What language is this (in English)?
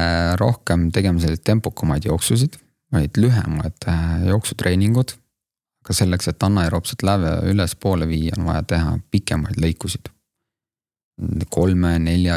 Estonian